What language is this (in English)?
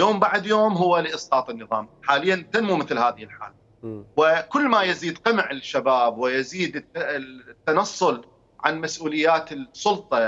Mesopotamian Arabic